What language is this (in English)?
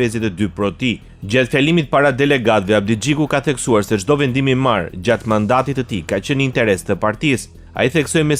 Albanian